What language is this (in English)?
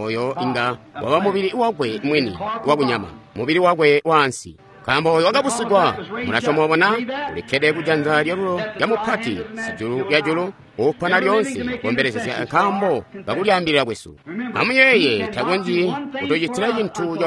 Tonga (Zambia)